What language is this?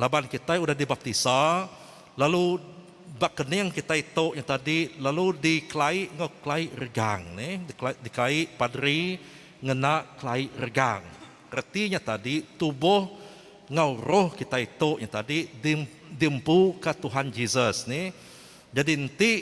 Iban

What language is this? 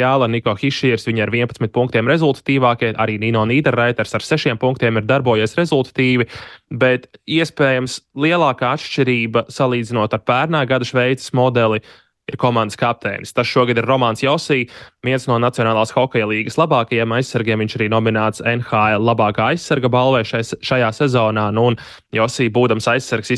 Latvian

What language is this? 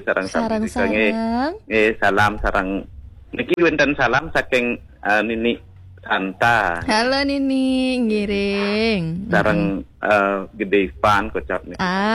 Balinese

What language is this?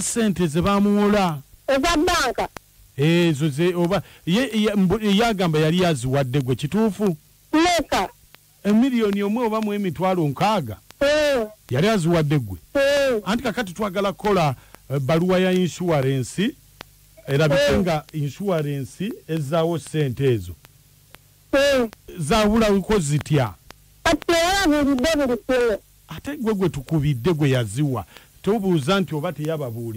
Ganda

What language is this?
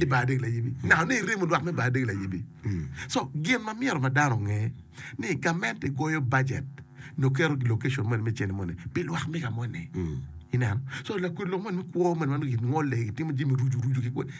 Acoli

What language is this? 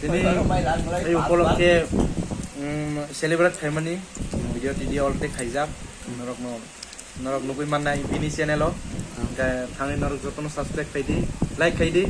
Kok Borok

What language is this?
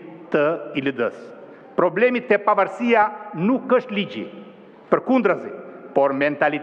Albanian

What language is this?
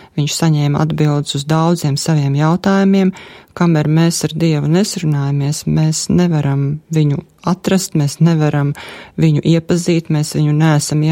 Latvian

